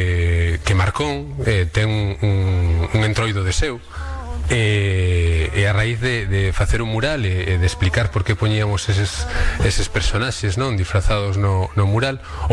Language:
Galician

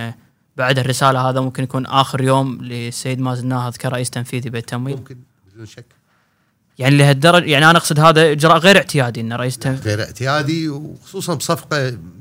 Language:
Gulf Arabic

